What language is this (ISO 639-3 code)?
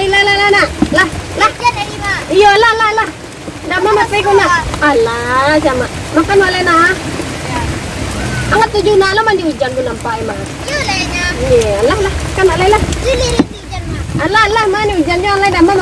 min